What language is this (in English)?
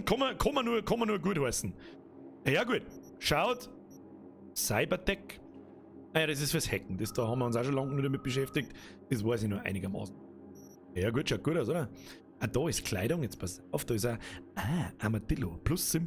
Bavarian